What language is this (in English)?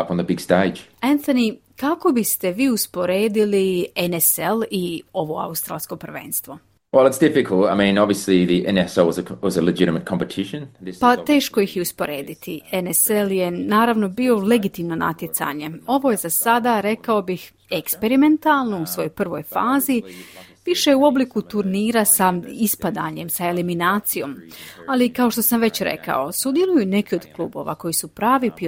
Croatian